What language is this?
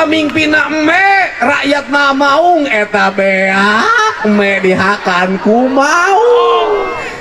Sundanese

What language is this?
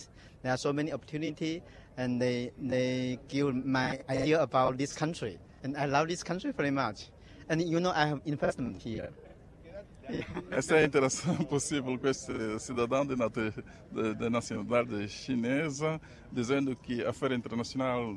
Portuguese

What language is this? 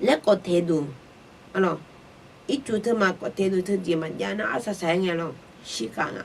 Akha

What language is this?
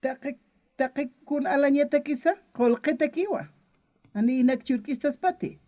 Aymara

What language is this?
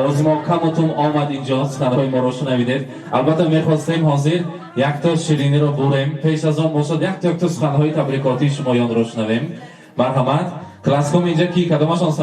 Tajik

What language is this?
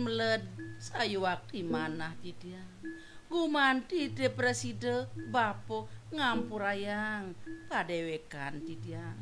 Balinese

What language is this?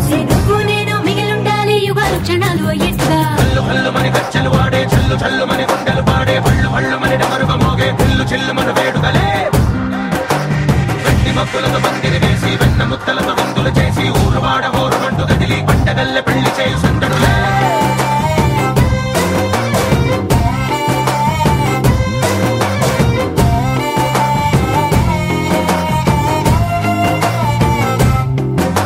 Telugu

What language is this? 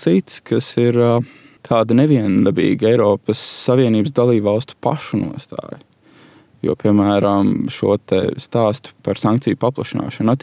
Latvian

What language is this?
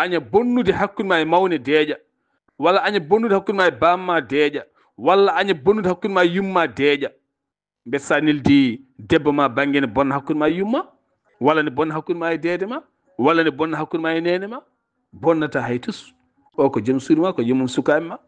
Fula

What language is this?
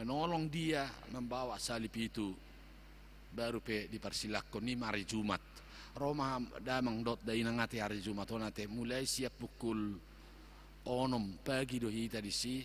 Batak Toba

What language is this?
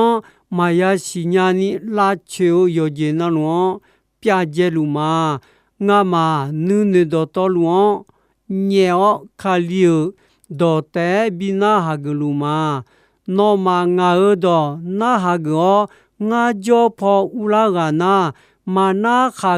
Akha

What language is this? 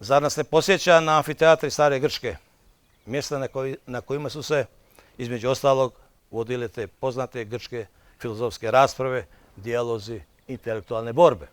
Bosnian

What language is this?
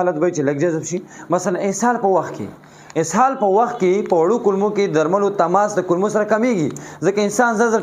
Pashto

